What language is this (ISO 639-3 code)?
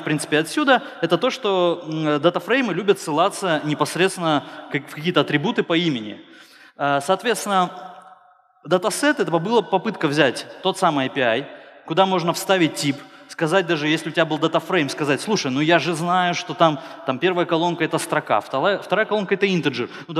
rus